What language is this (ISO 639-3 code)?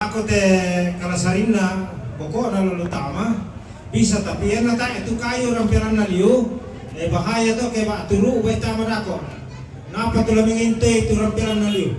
sda